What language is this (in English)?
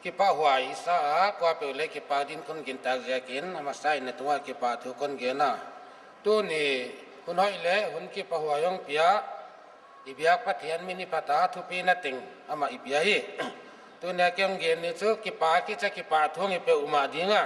Paite Chin